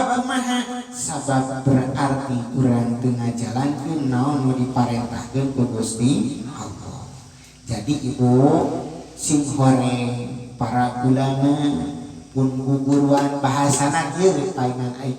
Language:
Sundanese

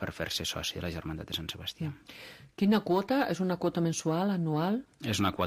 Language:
Catalan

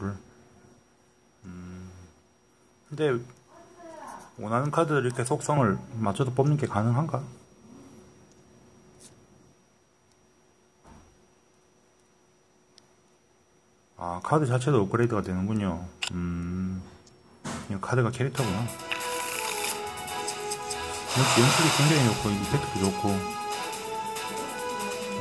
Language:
Korean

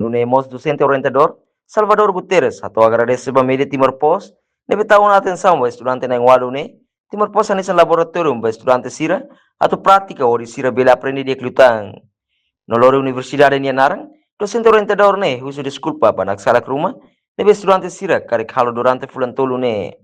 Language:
Tetum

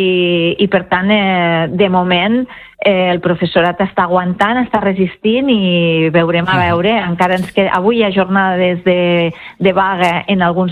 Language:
Catalan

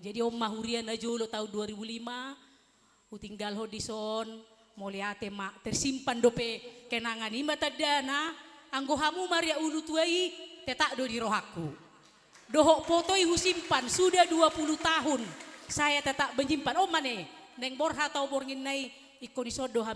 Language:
Batak Toba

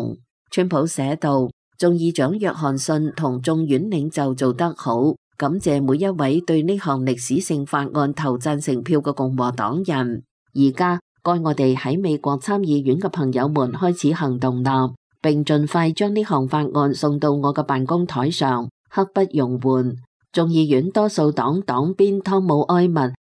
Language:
Cantonese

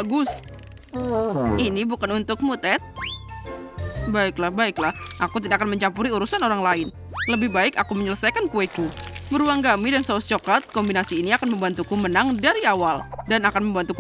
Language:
Indonesian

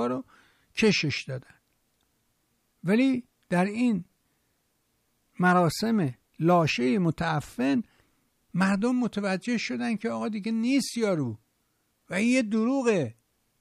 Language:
Persian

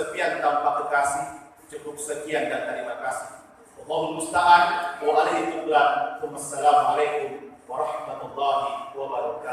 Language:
Buginese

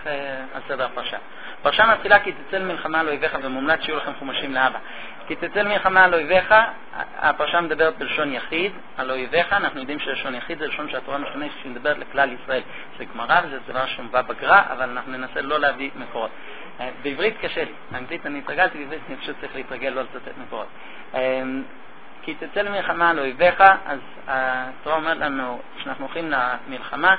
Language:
Hebrew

